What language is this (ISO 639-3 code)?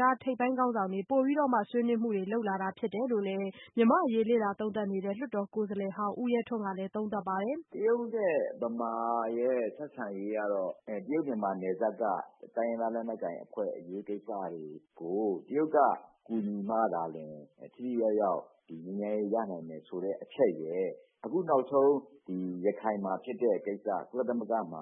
mya